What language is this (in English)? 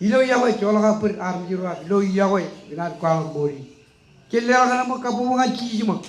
Marshallese